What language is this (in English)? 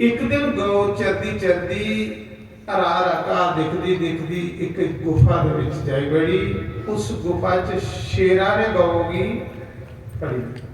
Dogri